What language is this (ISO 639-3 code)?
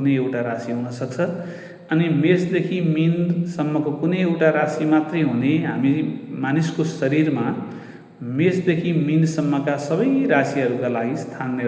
nep